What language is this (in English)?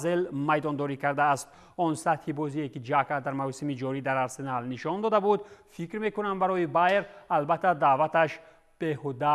Tajik